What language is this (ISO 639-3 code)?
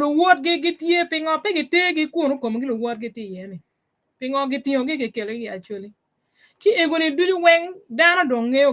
ach